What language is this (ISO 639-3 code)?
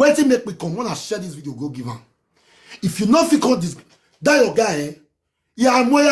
pcm